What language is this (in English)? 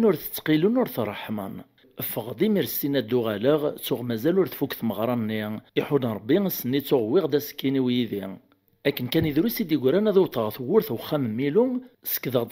Kabyle